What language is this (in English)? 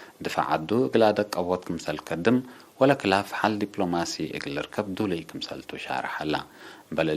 Tigre